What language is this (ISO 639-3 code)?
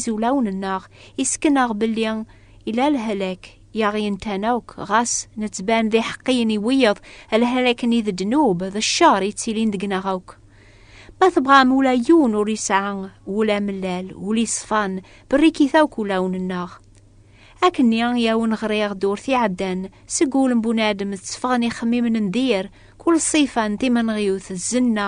kab